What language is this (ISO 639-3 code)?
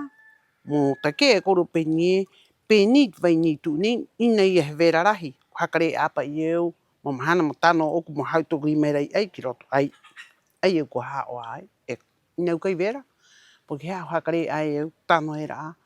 rap